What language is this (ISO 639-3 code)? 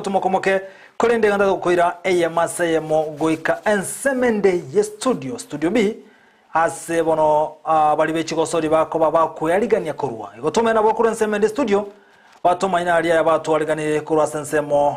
guz